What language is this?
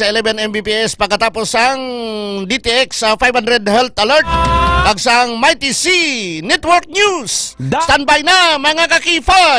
Hiligaynon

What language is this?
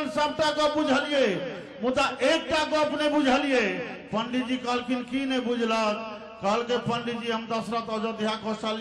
Maithili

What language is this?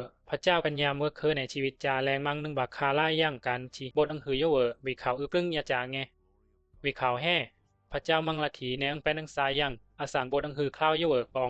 Bisu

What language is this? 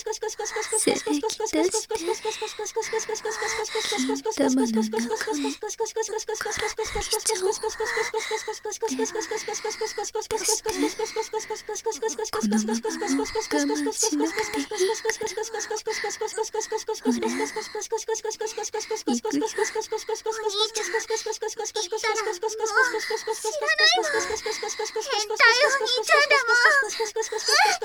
Japanese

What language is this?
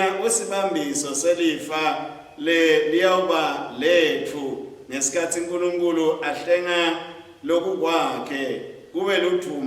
Swati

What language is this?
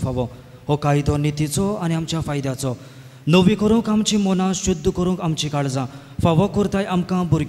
Konkani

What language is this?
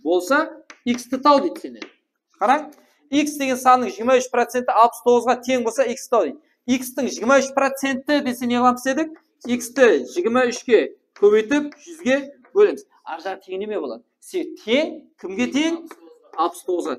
Kara-Kalpak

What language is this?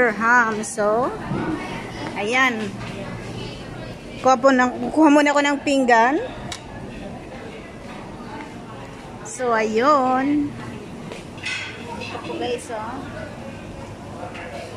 Filipino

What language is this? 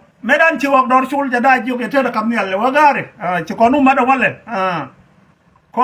Nuer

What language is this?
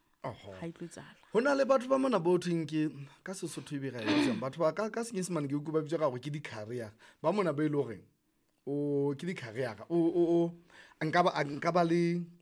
Southern Sotho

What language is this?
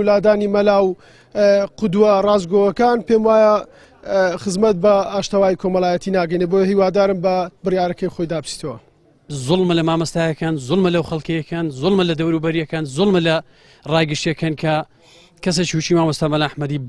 Central Kurdish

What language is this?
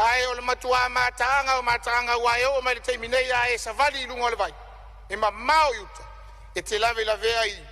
Samoan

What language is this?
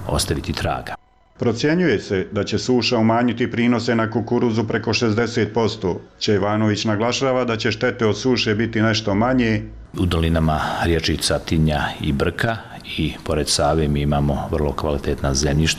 Bosnian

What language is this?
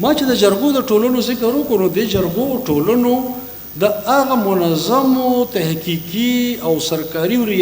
Pashto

